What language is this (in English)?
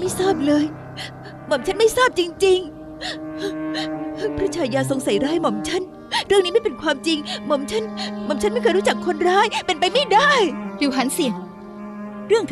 Thai